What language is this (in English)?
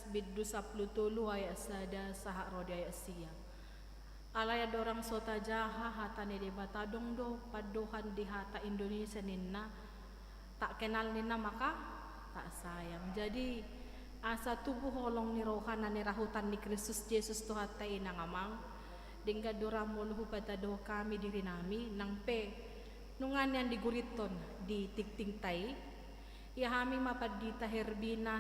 Batak Toba